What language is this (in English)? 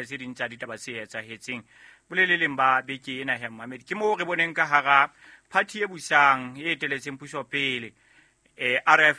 Southern Sotho